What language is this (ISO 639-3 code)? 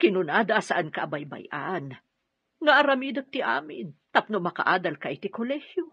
ilo